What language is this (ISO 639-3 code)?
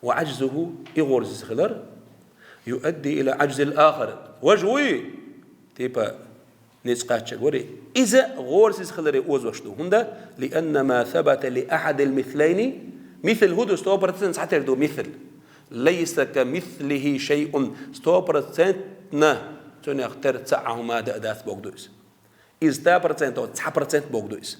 che